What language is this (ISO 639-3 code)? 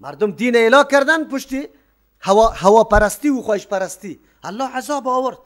fas